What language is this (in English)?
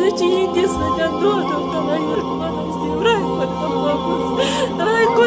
Kashmiri